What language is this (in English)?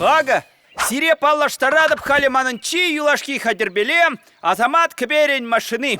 Chuvash